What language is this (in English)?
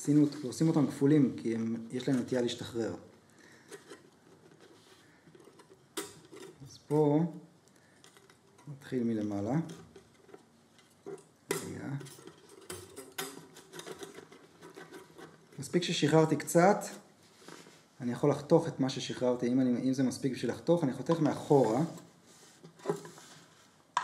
Hebrew